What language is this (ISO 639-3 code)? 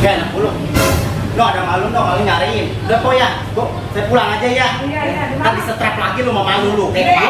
bew